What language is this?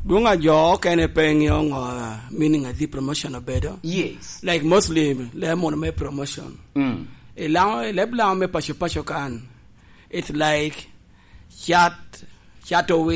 Lango (Uganda)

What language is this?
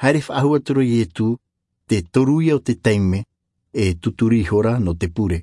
Tahitian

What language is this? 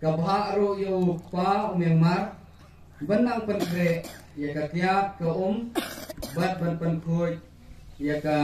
Khasi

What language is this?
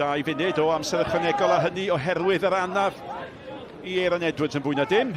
Welsh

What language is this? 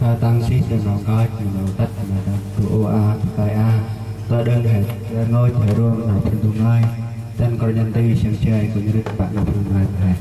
Central Mnong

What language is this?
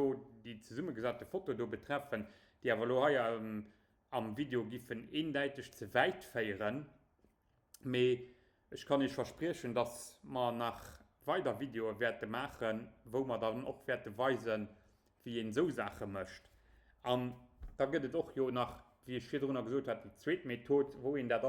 Luxembourgish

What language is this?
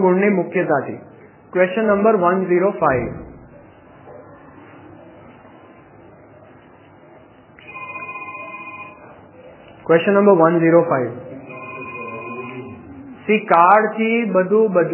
Gujarati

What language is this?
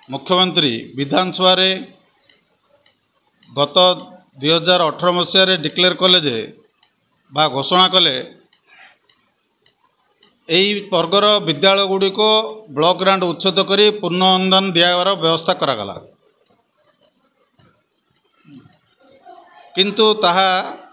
Odia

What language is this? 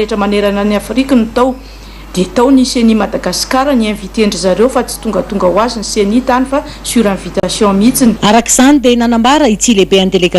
Malagasy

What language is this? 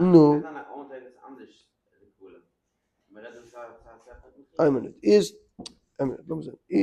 Yiddish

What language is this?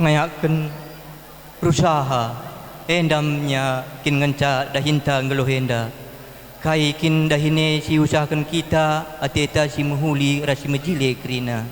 Batak Karo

